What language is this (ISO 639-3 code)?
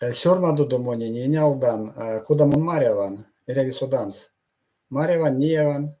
myv